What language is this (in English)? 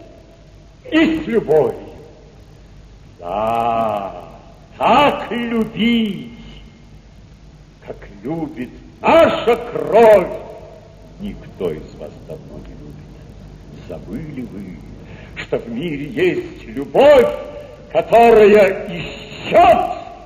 Russian